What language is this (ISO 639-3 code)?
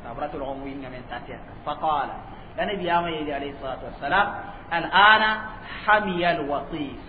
mos